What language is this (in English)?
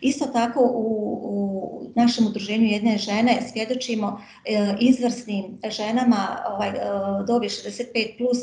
Bosnian